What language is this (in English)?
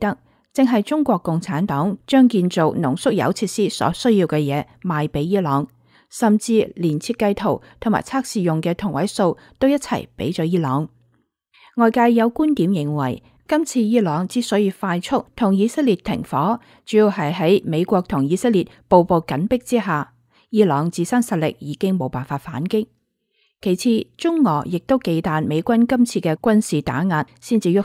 Cantonese